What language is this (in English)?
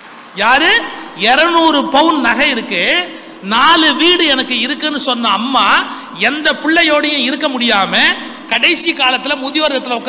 Tamil